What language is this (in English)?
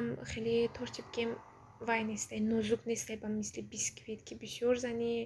Tajik